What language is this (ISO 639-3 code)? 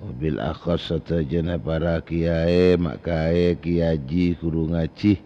mad